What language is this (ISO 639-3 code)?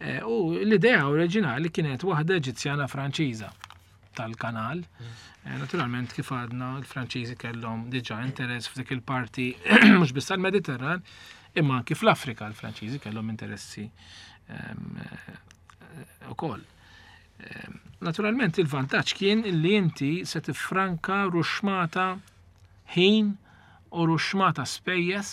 mlt